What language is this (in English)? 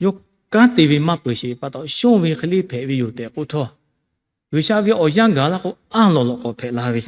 Lahu